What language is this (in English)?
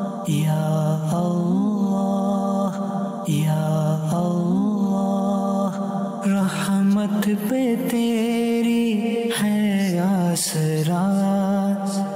Urdu